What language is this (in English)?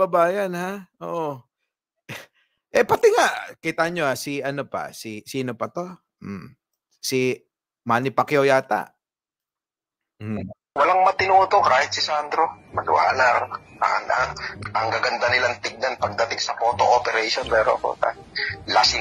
Filipino